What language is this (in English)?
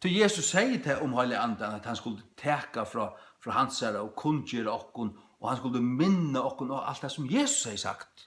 Faroese